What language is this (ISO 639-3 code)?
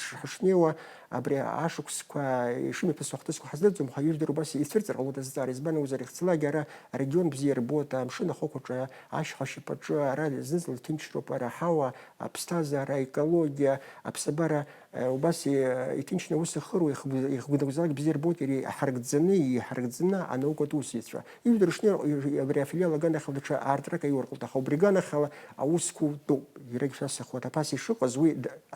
abk